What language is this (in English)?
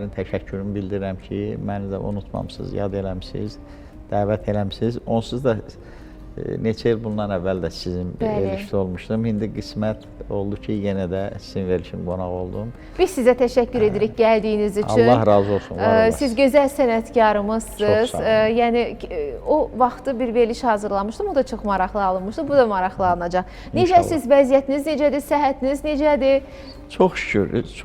Azerbaijani